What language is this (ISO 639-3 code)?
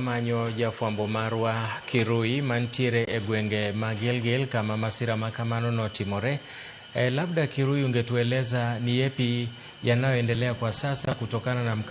luo